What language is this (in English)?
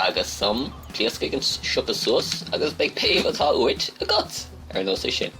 Irish